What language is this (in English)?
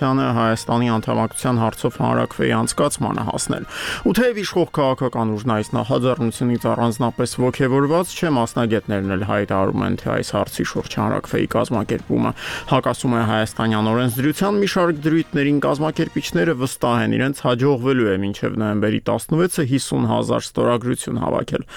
Armenian